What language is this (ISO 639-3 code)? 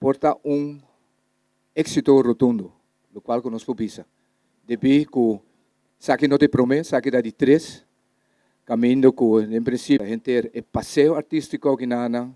pap